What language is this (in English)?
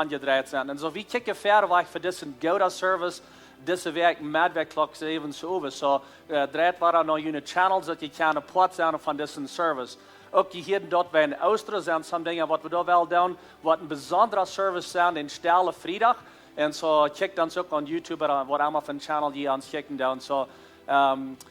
Plautdietsch